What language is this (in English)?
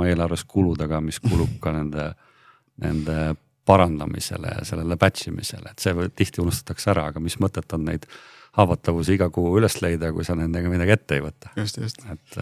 Estonian